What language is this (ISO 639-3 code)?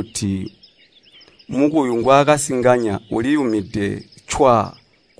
toi